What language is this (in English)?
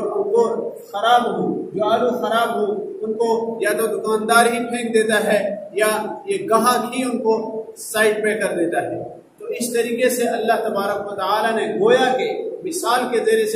Urdu